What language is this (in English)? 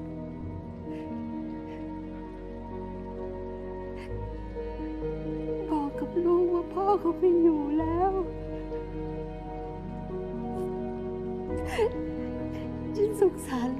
Thai